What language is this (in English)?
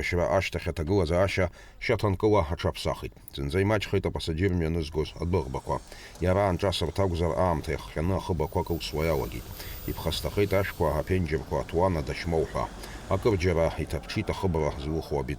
Abkhazian